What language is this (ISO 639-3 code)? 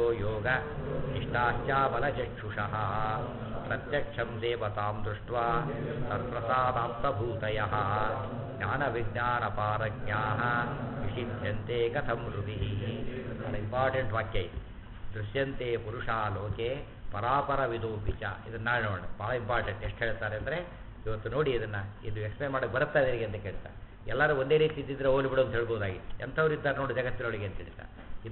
kan